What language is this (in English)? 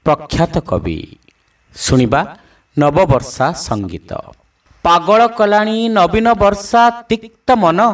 Odia